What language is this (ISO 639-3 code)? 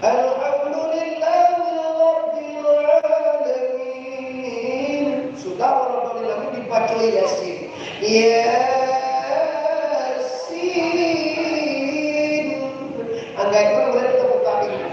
min